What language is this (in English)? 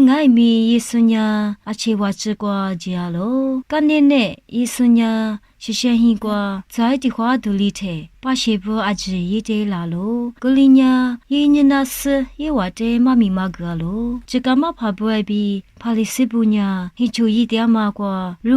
Lisu